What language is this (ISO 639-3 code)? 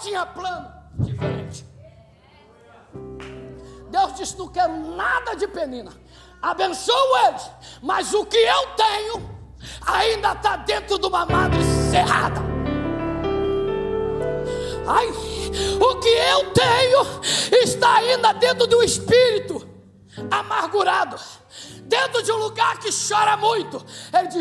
por